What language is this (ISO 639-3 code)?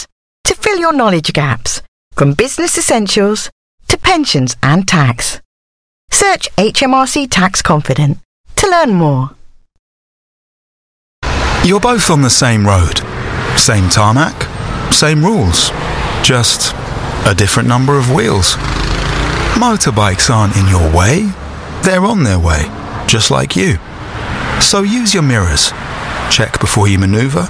eng